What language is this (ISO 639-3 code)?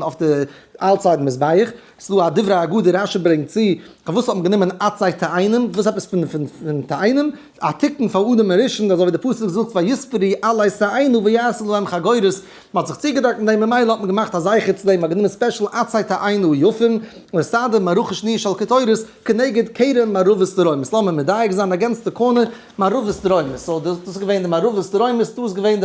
yid